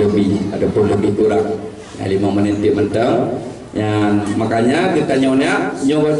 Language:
Achinese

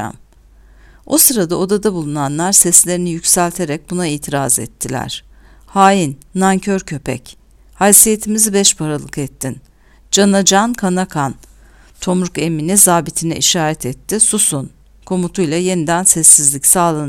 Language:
Turkish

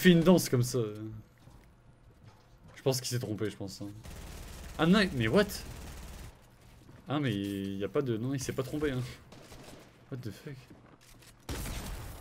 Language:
French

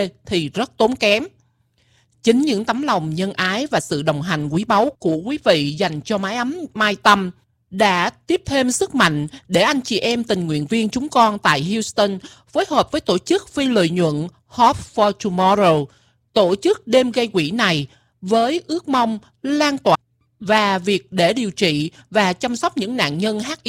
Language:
Vietnamese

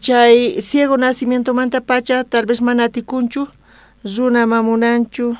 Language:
South Bolivian Quechua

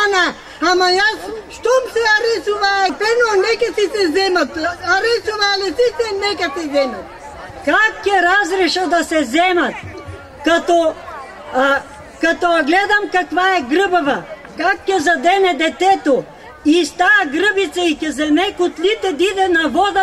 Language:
Bulgarian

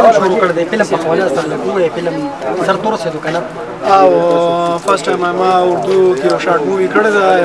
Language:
Pashto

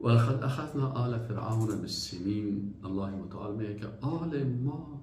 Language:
Persian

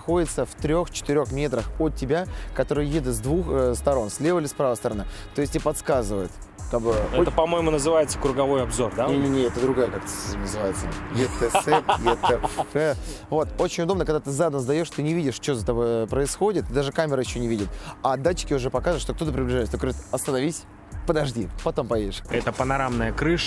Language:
Russian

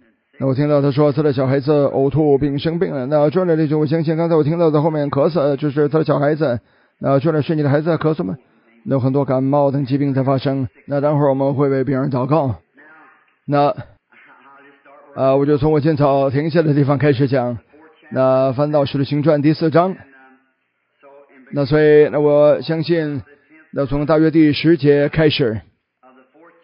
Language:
Chinese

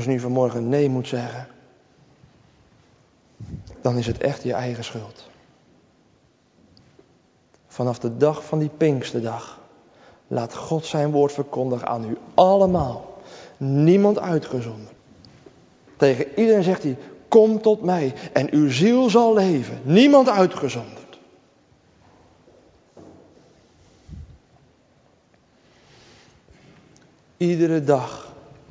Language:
Dutch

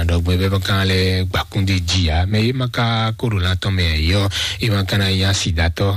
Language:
Fon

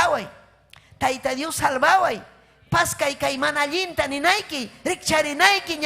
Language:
Ayacucho Quechua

